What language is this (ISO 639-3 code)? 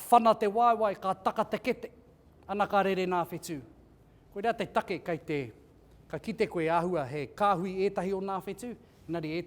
mri